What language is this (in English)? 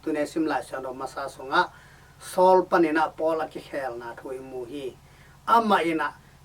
Tedim Chin